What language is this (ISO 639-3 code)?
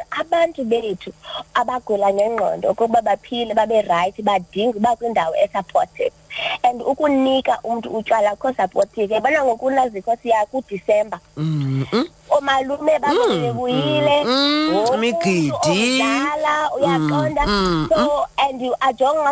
xho